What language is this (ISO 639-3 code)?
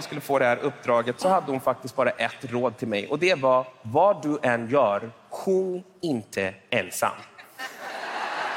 swe